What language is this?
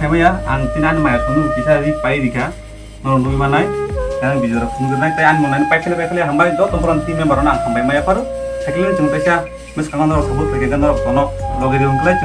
Kok Borok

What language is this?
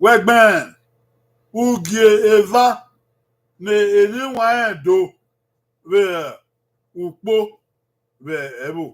Bini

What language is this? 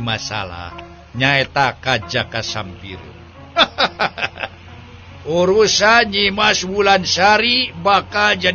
Sundanese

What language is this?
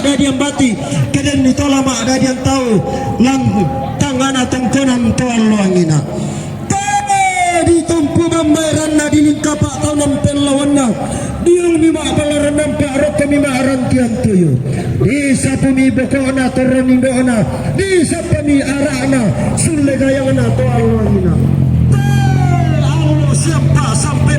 Toraja-Sa'dan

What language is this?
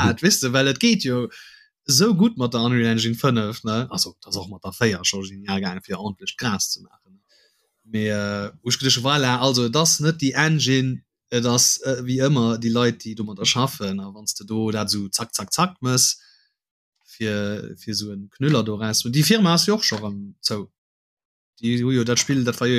Luxembourgish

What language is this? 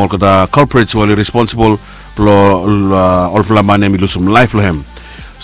Bislama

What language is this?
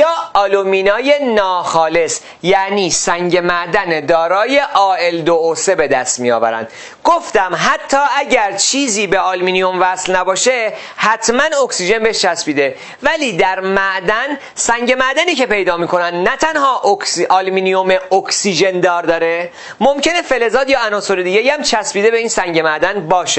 Persian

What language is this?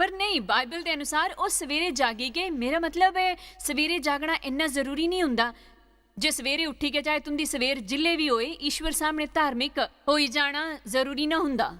Dogri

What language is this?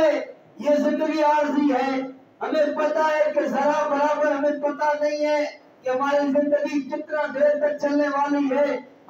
Urdu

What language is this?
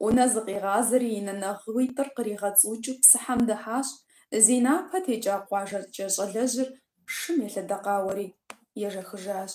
Kabardian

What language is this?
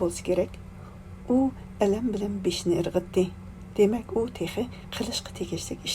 Uyghur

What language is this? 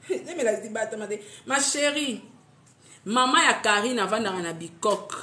Lingala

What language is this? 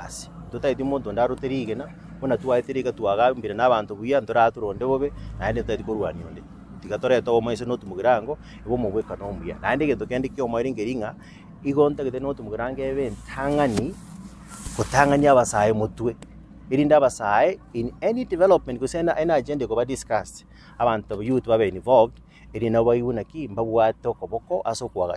Gusii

